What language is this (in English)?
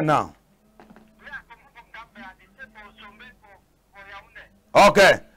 Cameroon Pidgin